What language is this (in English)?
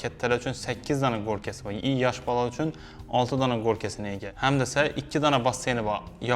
Uzbek